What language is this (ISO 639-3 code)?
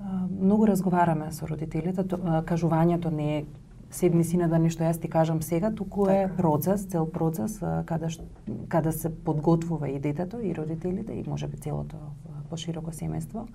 mkd